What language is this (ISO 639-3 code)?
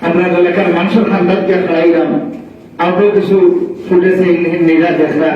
syl